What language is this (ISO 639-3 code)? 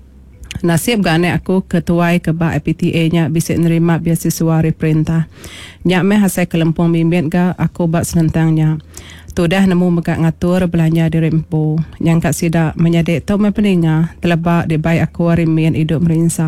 iba